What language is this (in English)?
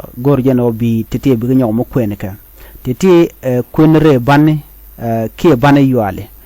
Nuer